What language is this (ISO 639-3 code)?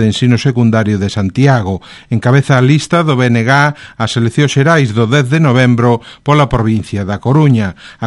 glg